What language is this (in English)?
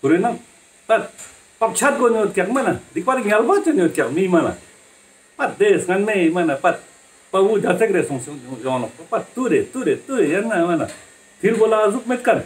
Ladakhi